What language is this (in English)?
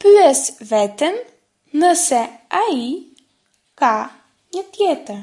Albanian